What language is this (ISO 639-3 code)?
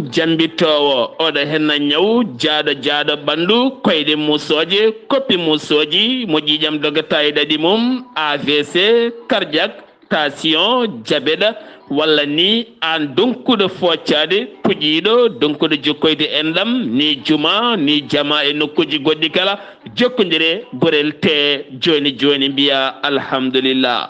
ful